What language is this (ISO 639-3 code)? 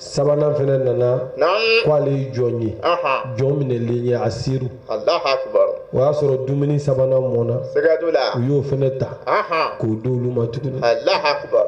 bam